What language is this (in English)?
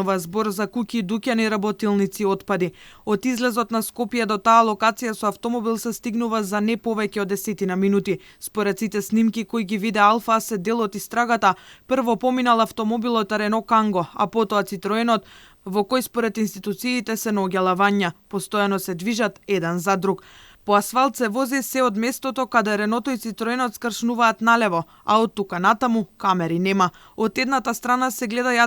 Macedonian